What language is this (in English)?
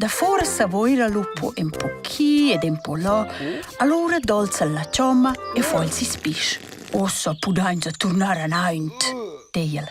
Romansh